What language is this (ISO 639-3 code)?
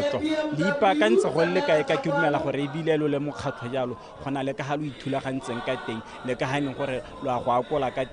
tsn